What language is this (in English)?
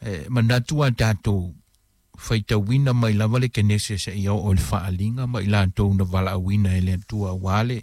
Samoan